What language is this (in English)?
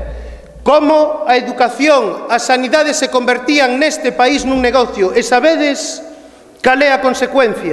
Galician